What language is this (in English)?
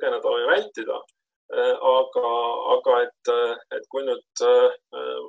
Estonian